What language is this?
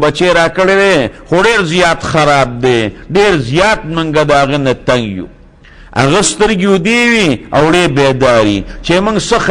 Pashto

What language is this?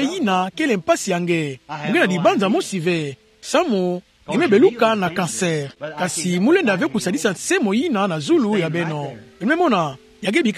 Kituba (Democratic Republic of Congo)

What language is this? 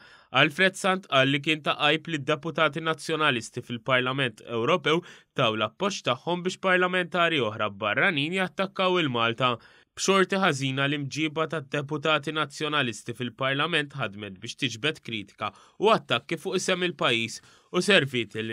Maltese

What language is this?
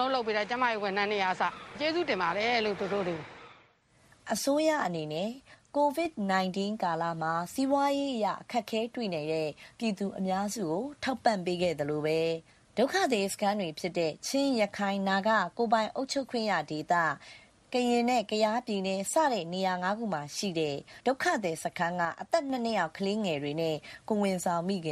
Burmese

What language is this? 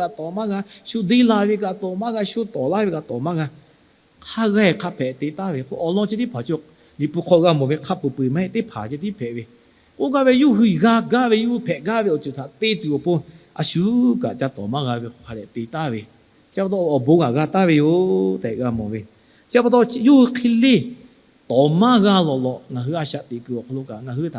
Lahu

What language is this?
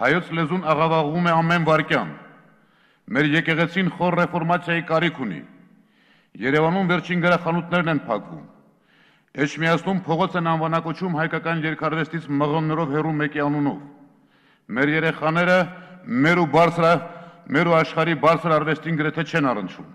Armenian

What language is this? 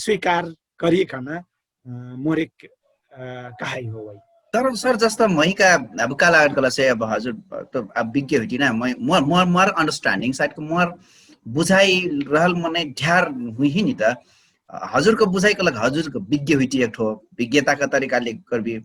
Dangaura Tharu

